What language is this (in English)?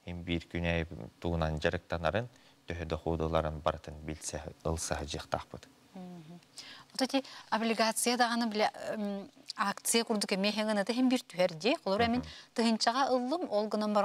Yakut